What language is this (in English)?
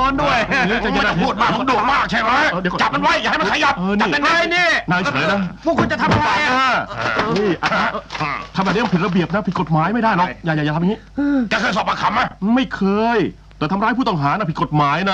Thai